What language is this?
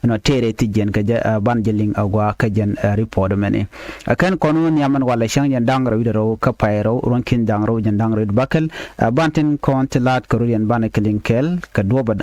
Nuer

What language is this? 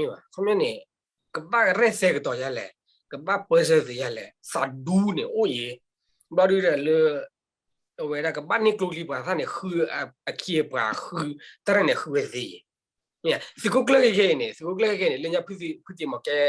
S'gaw Karen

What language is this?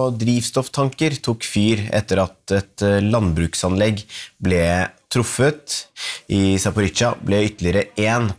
Norwegian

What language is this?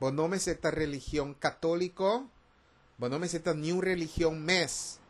Papiamento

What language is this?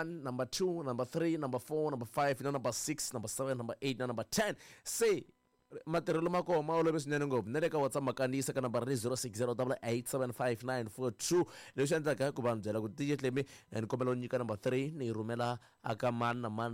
Tsonga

